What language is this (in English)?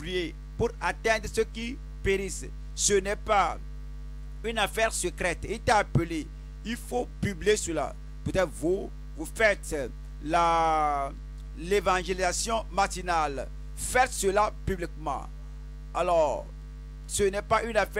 French